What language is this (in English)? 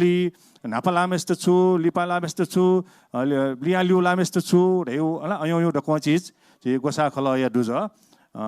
Newari